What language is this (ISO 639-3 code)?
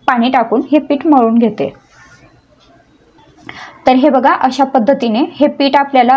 mar